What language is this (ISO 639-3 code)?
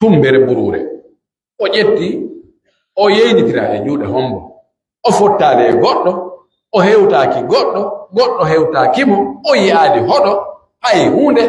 fuf